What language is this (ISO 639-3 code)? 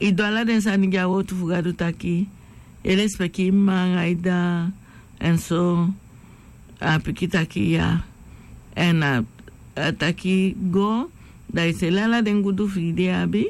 srn